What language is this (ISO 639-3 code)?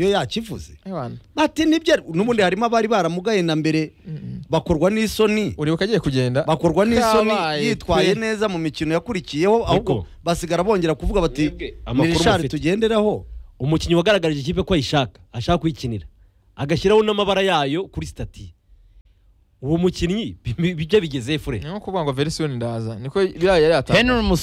kin